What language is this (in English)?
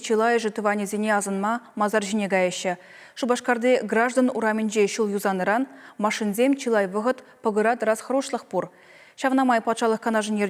Chuvash